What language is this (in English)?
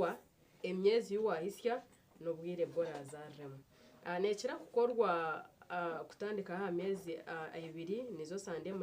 Nyankole